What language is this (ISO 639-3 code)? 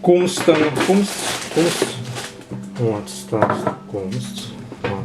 prg